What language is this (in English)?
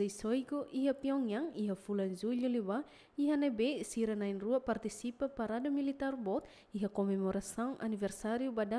Tetum